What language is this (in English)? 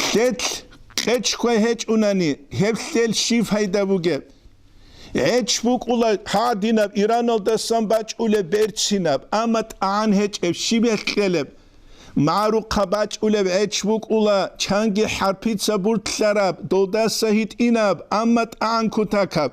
Avaric